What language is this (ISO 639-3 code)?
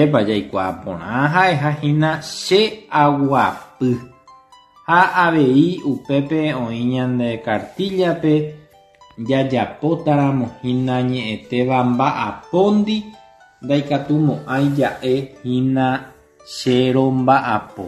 grn